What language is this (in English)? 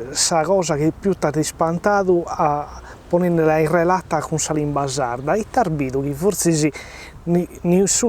Sardinian